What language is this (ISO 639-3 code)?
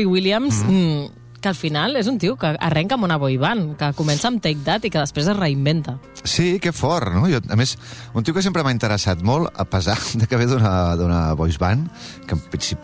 cat